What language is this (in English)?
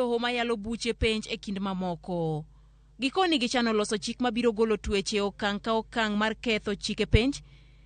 Luo (Kenya and Tanzania)